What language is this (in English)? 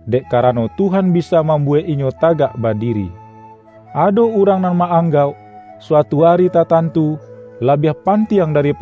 Minangkabau